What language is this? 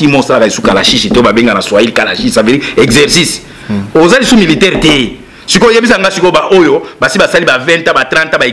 Lingala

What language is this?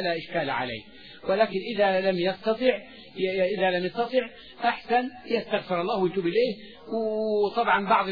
Arabic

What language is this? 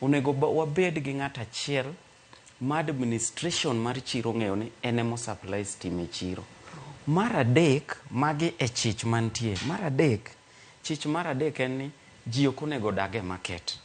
Luo (Kenya and Tanzania)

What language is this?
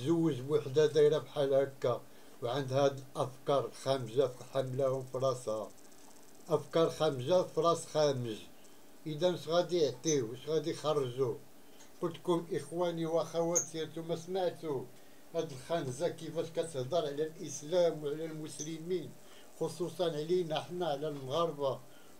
Moroccan Arabic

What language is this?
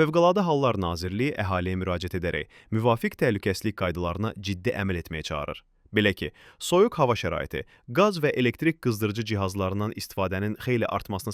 Azerbaijani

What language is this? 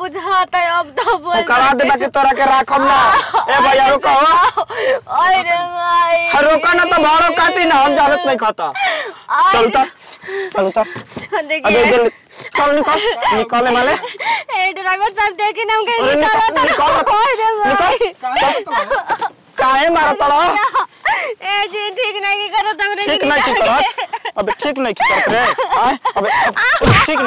Bhojpuri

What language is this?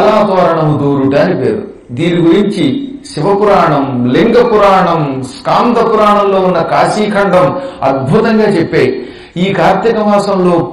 Telugu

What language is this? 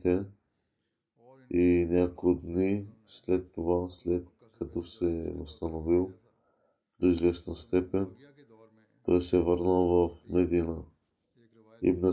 Bulgarian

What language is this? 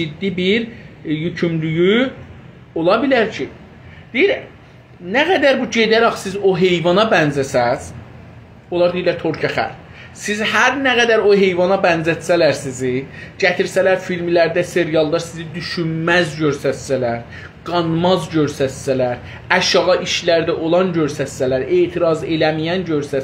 South Azerbaijani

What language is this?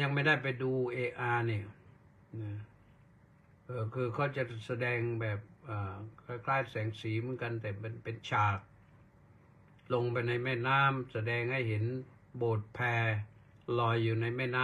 Thai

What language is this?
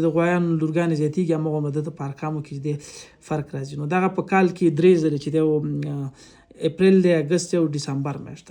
Pashto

